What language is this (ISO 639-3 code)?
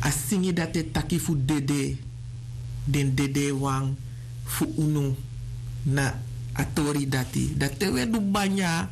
srn